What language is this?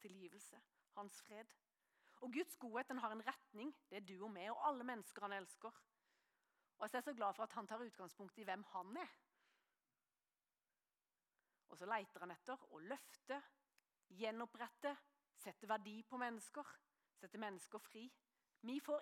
Norwegian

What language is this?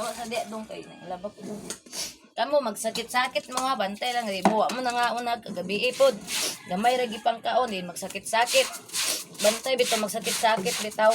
Cebuano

